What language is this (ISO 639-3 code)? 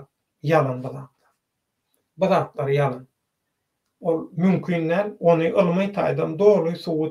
tuk